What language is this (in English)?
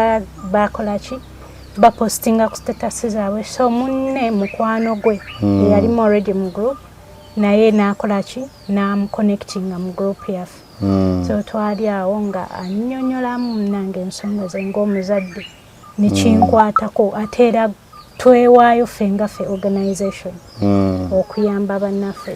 Ganda